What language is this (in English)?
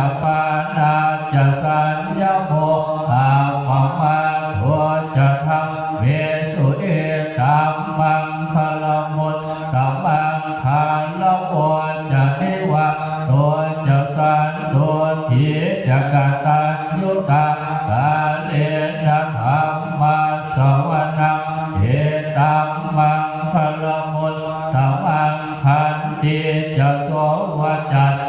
Pali